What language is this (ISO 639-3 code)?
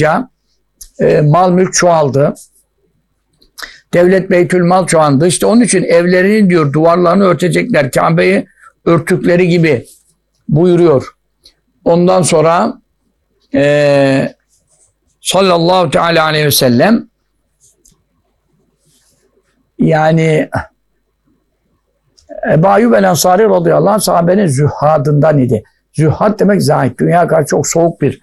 tur